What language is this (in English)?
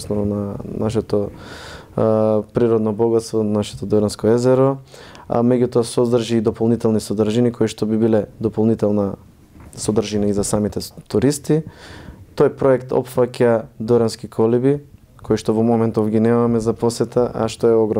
Macedonian